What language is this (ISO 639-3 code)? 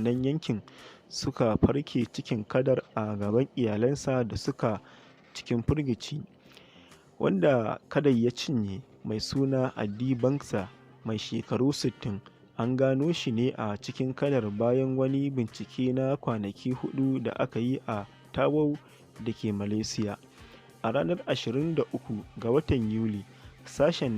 hau